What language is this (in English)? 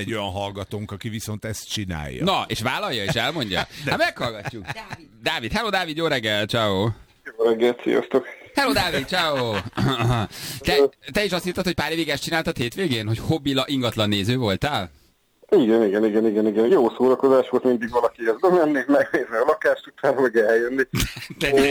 Hungarian